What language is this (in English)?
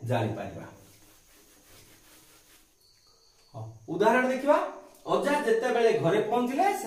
Odia